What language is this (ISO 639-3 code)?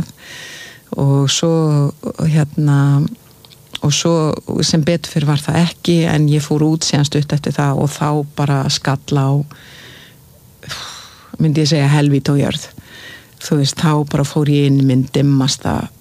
isl